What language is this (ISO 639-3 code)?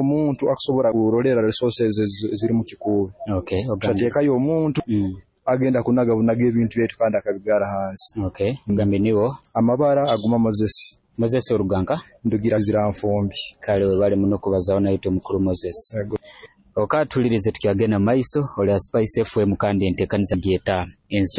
nyo